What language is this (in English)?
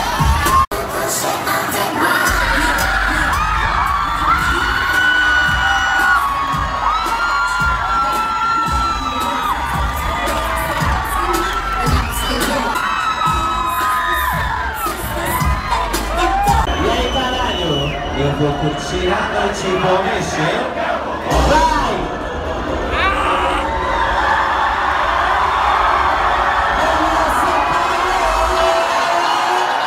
Portuguese